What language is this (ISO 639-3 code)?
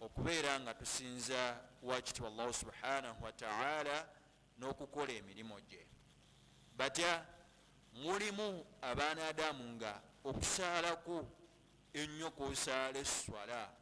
lug